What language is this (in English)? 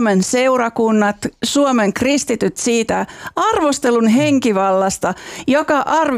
Finnish